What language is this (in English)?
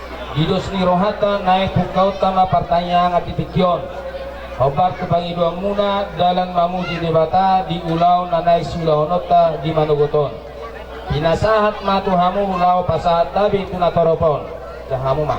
Batak Toba